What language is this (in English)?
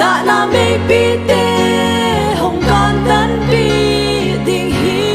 Paite Chin